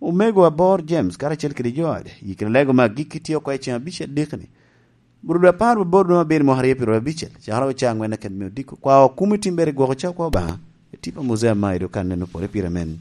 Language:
Lango (Uganda)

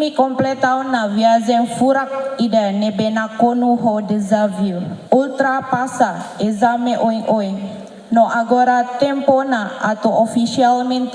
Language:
Tetum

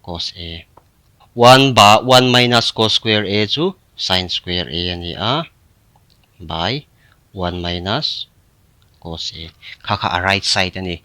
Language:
Mizo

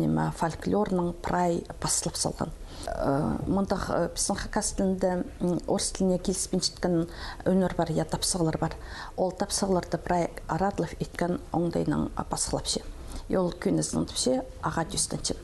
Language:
Khakas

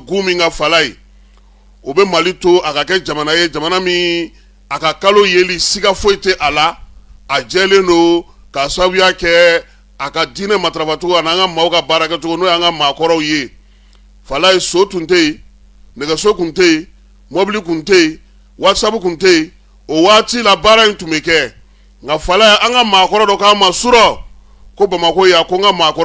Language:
Bambara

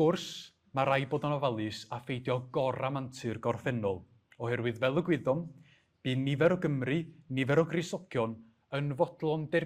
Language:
Welsh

